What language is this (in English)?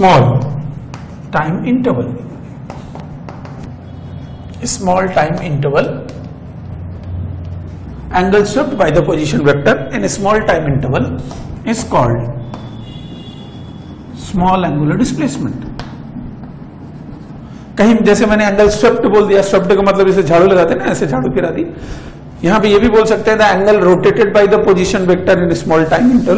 Hindi